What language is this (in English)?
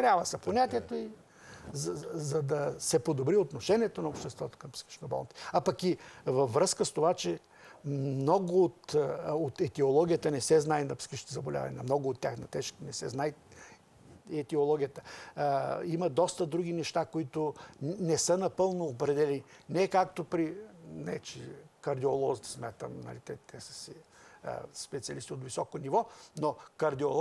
Bulgarian